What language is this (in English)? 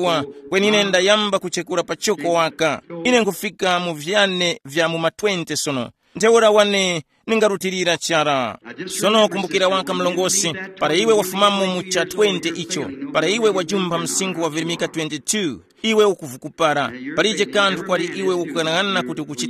Tumbuka